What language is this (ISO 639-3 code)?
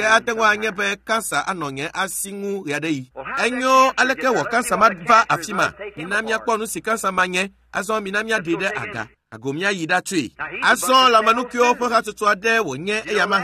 ewe